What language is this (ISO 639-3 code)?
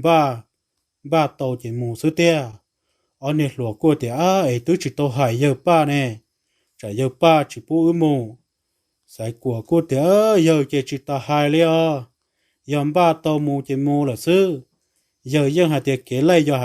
hmn